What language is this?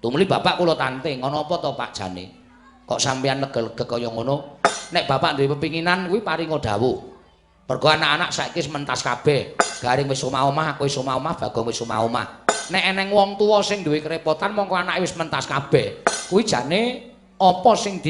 Javanese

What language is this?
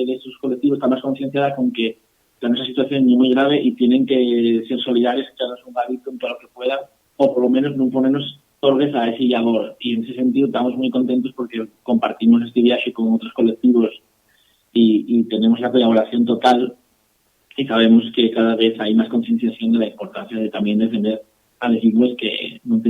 Asturian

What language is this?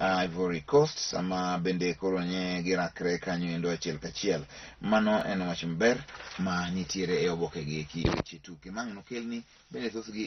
Luo (Kenya and Tanzania)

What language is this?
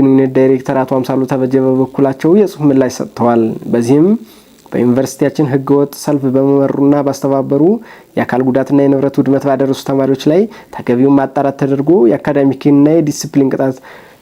Amharic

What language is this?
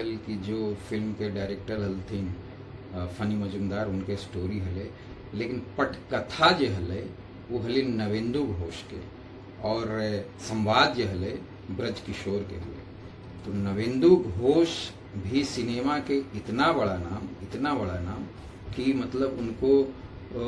Magahi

